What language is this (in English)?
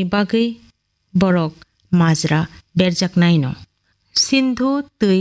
Kok Borok